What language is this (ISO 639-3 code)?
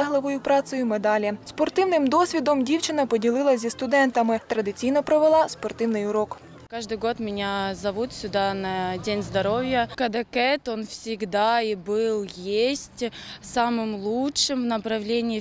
ukr